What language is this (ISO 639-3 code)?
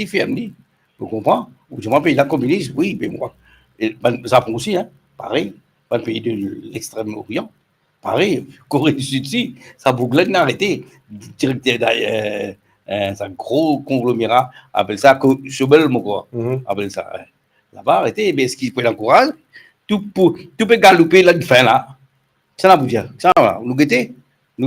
mfe